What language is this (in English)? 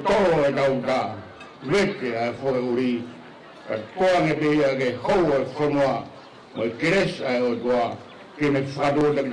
Tongan